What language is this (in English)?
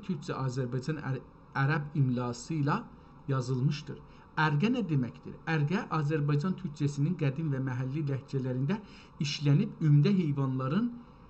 South Azerbaijani